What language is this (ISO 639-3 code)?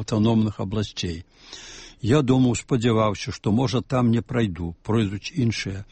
bel